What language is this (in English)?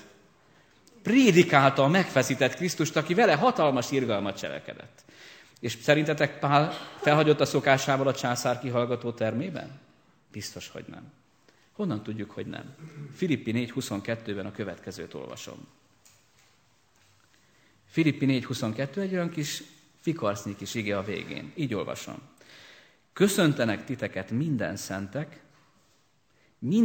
Hungarian